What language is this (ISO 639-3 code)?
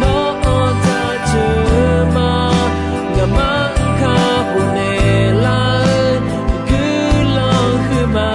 ahk